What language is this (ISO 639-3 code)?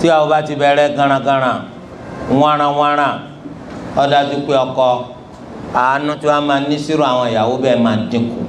yor